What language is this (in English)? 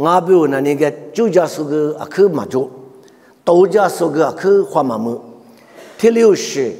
Lisu